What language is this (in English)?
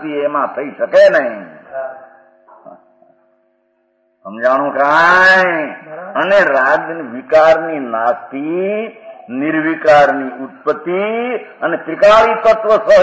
Gujarati